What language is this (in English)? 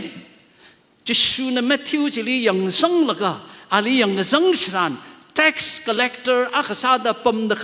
Tangkhul Naga (India)